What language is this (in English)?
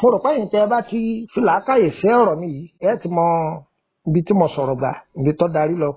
Yoruba